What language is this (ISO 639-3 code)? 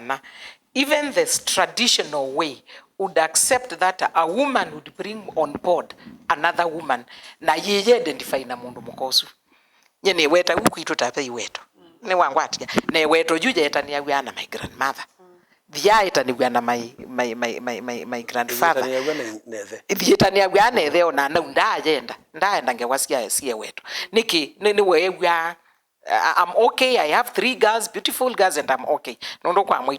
kam